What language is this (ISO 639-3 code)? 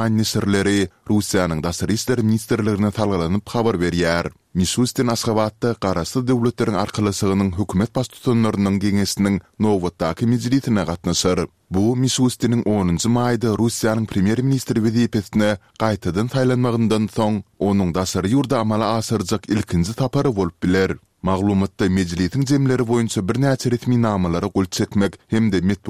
tuk